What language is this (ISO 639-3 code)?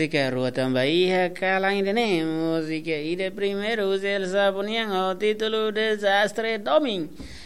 tet